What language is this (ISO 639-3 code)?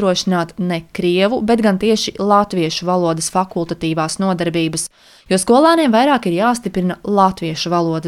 lav